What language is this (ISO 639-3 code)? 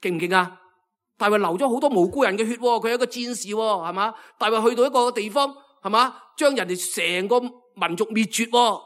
yue